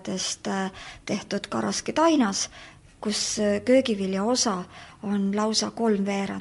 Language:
Estonian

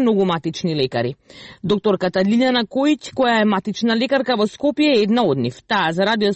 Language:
Macedonian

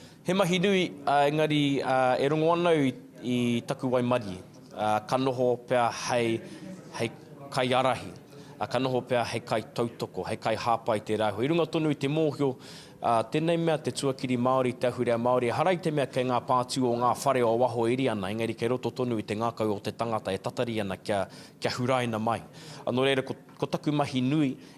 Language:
Māori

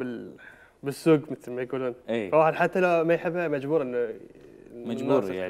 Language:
Mesopotamian Arabic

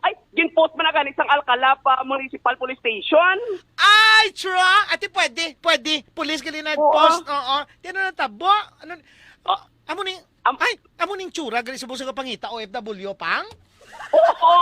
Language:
Hiligaynon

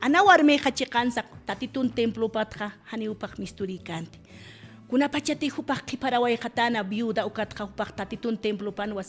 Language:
Aymara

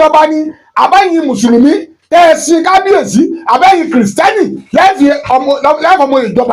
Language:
Yoruba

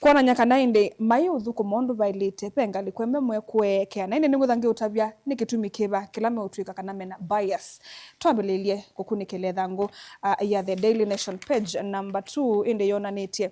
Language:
Kamba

